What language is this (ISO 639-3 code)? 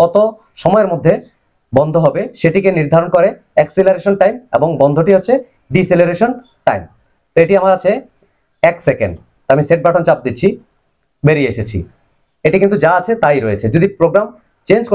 ben